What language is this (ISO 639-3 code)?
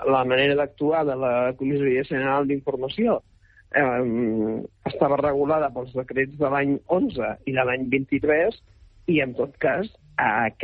cat